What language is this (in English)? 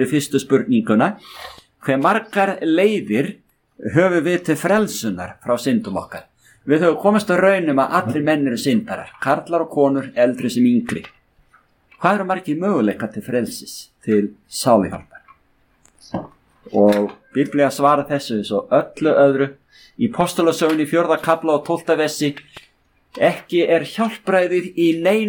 Icelandic